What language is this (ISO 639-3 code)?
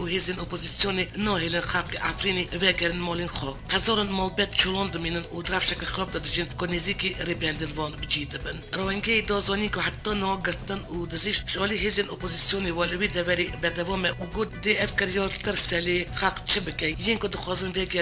kur